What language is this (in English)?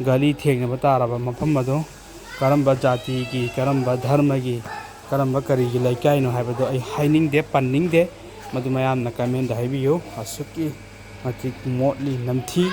Manipuri